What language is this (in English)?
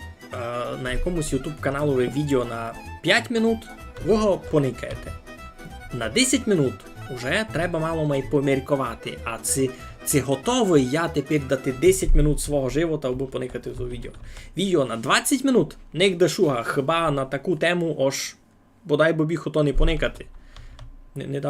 Rusyn